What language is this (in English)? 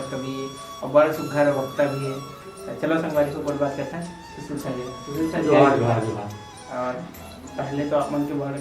Chhattisgarhi